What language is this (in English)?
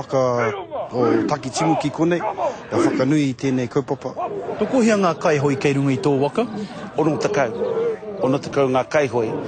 Māori